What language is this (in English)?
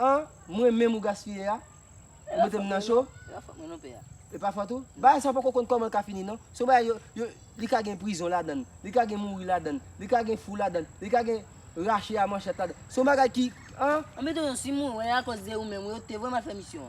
Haitian Creole